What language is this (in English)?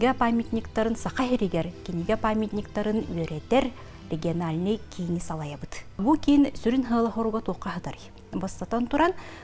Yakut